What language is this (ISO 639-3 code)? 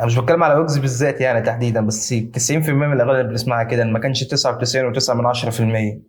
arz